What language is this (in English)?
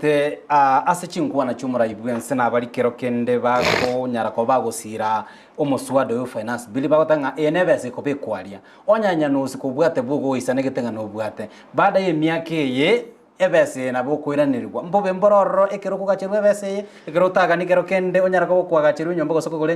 Gusii